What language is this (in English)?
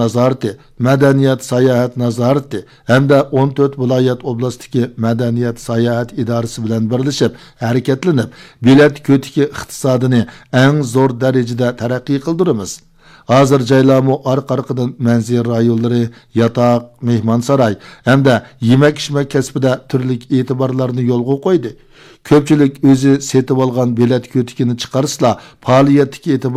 Uyghur